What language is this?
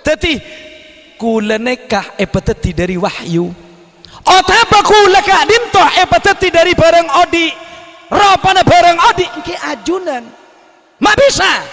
Madurese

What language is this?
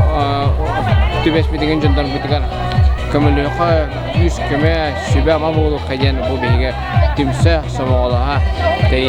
Yakut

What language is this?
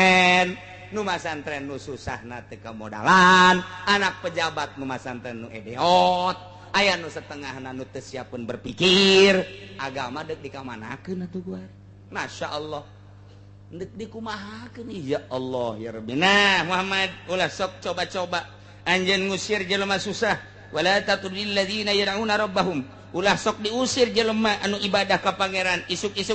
Sundanese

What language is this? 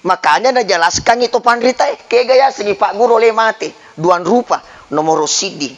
Buginese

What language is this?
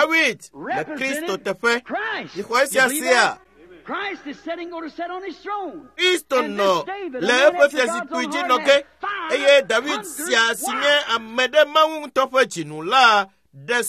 Ewe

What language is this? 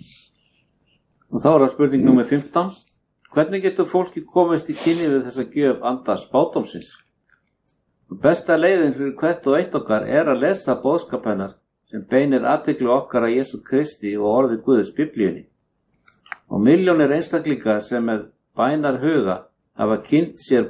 Icelandic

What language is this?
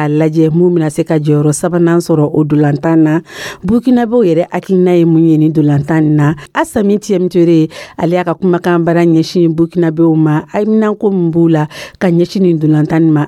Dyula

